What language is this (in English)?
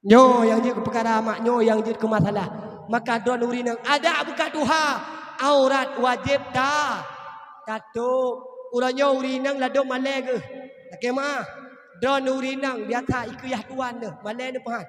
Achinese